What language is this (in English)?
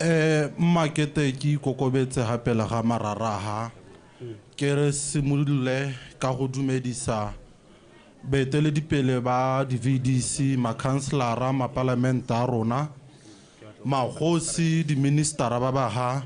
Tswana